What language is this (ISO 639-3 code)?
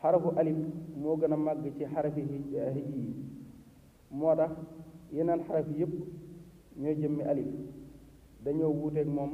wol